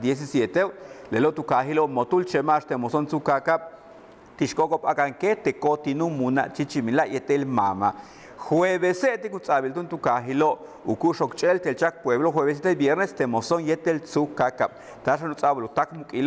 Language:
Yucateco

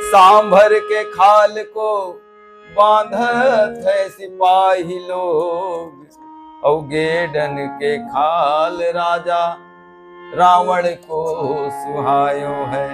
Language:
Chhattisgarhi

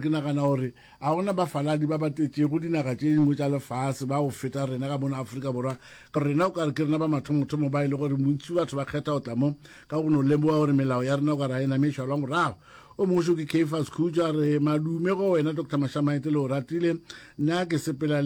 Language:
Northern Sotho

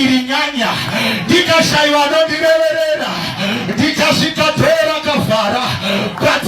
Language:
Shona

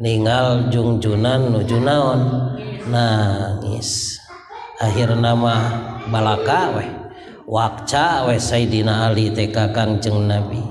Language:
Sundanese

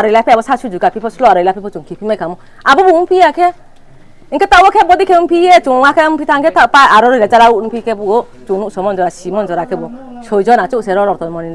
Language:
Riang (India)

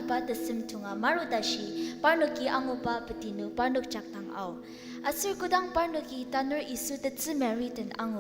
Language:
Ao Naga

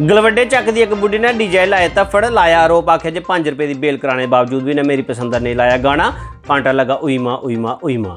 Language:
Dogri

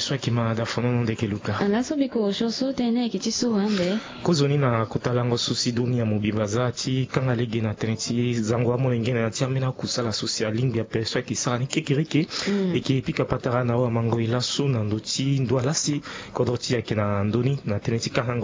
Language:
Sango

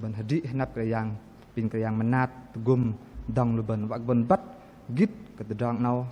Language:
Bahnar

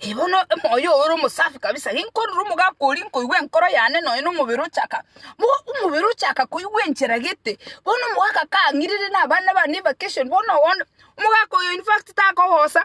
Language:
Gusii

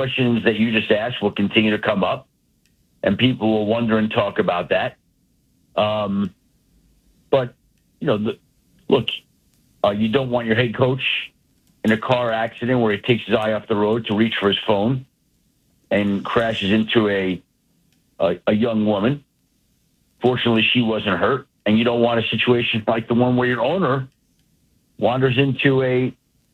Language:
English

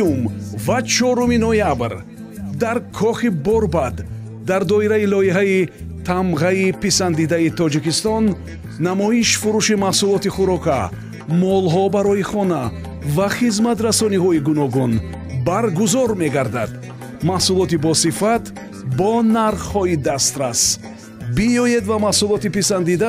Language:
Tajik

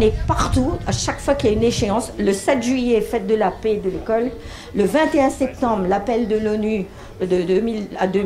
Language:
French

